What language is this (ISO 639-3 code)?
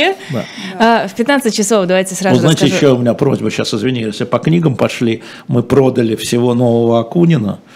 rus